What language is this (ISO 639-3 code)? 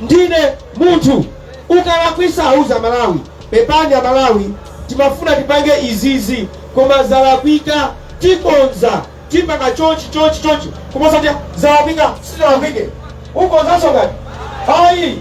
nya